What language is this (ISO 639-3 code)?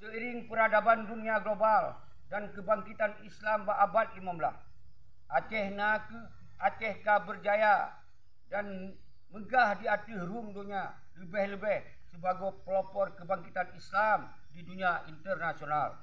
ace